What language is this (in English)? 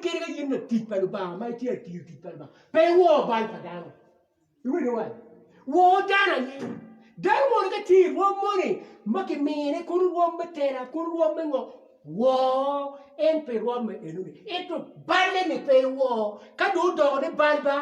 Acoli